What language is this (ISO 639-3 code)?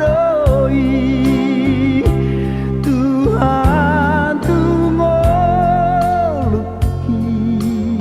bbc